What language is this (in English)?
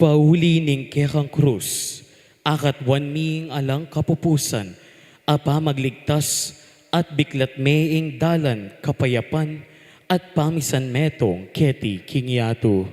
Pampanga